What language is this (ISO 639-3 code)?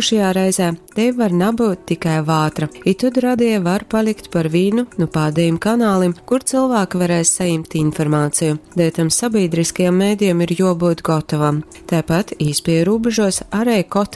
ltg